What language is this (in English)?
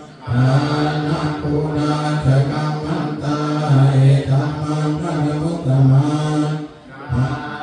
Pali